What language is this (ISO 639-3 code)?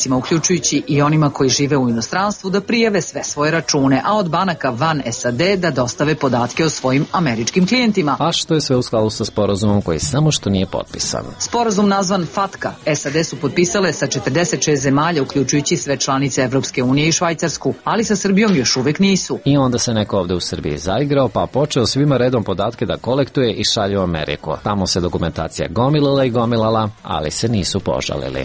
srp